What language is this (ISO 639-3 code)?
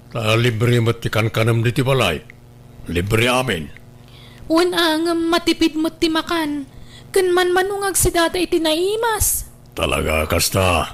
ilo